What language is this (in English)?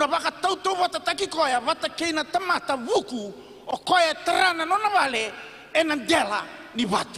Fijian